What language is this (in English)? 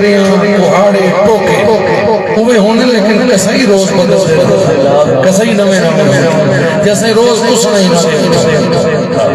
Saraiki